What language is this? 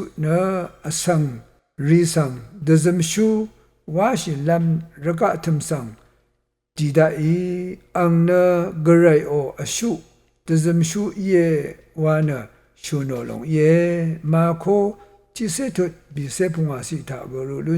Rawang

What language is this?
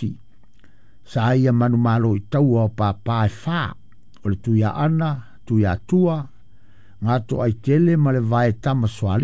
Samoan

